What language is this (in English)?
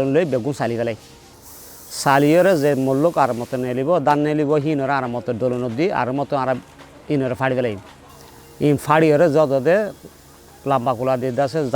Rohingya